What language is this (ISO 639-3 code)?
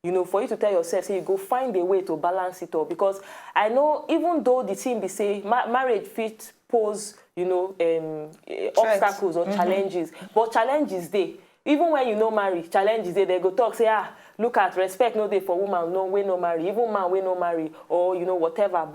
pcm